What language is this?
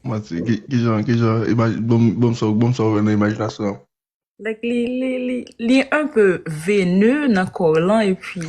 Haitian Creole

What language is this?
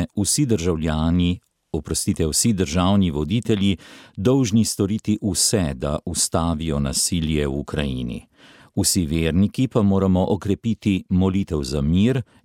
Slovenian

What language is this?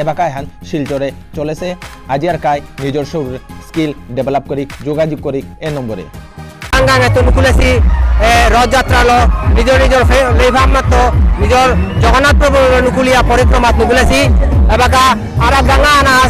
Bishnupriya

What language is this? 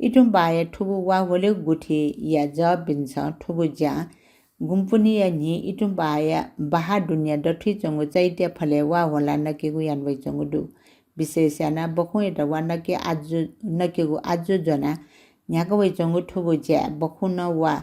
Newari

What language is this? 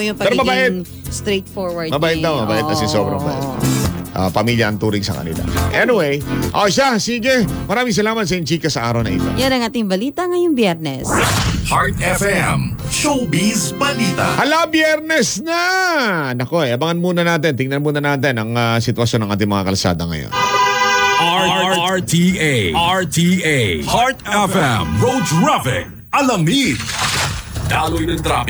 Filipino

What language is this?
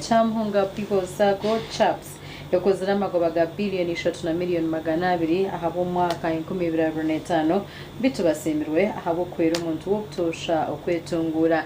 Nyankole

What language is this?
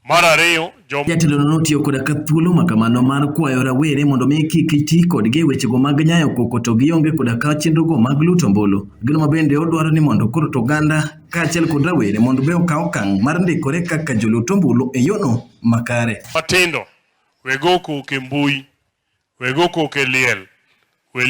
Luo (Kenya and Tanzania)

